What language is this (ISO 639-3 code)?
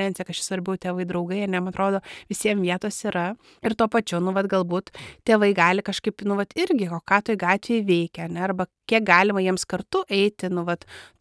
lit